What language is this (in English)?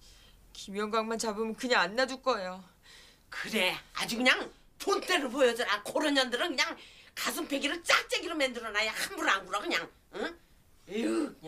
Korean